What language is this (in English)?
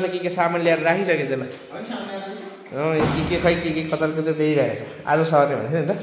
Nepali